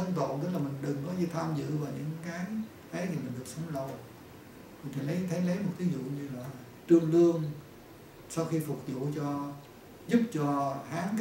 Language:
Vietnamese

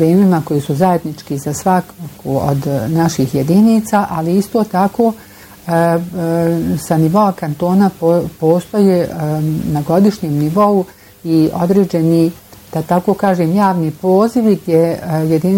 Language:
Bosnian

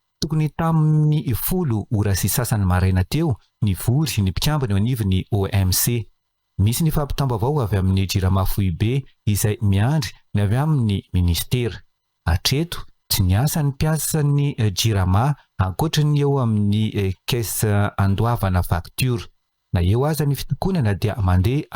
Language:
Malagasy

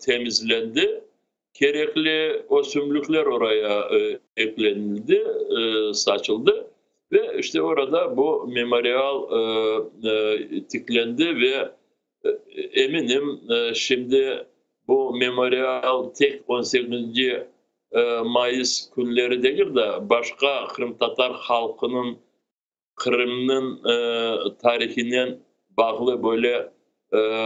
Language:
Crimean Tatar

